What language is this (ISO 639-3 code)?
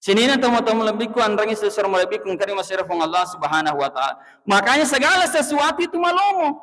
bug